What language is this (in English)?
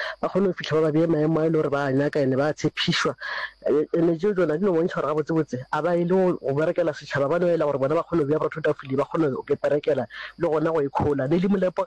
Northern Sotho